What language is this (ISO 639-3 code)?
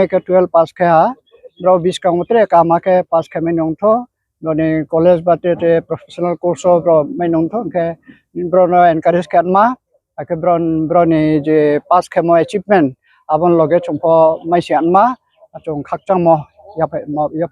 ria